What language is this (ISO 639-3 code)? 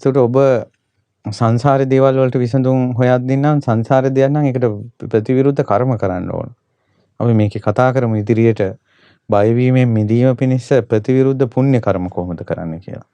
sin